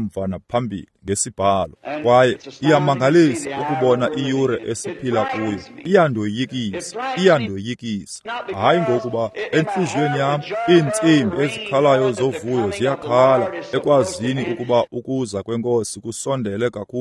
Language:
Xhosa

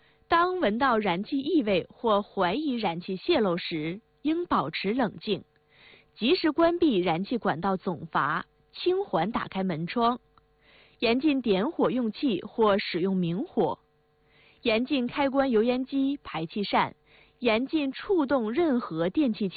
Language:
Chinese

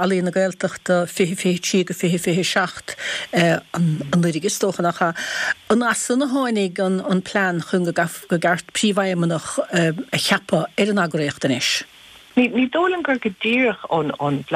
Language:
Irish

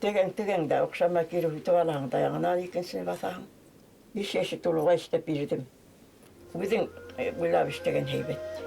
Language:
Bashkir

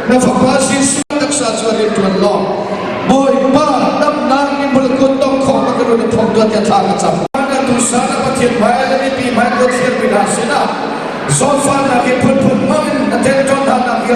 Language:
Hakha Chin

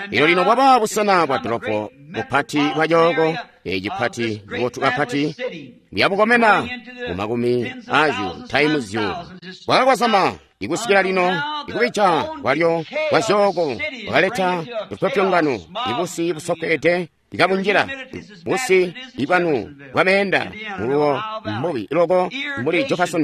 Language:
Tonga (Zambia)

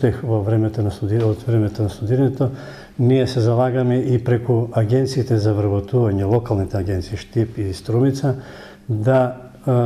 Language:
Macedonian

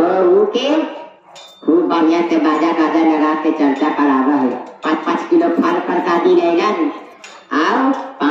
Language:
Magahi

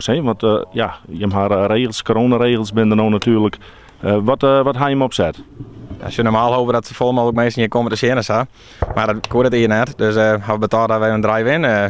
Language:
Western Frisian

